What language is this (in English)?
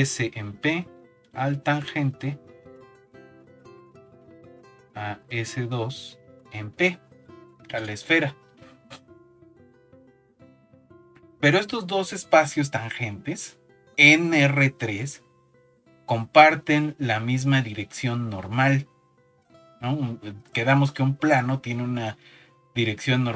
Spanish